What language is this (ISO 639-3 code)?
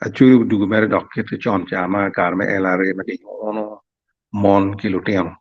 ach